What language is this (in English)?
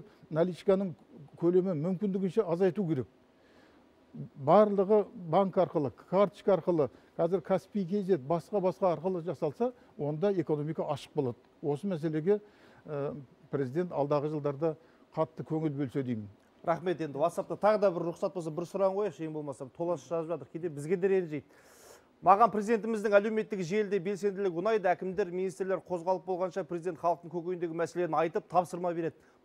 Kazakh